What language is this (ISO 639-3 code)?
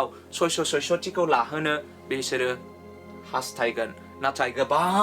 brx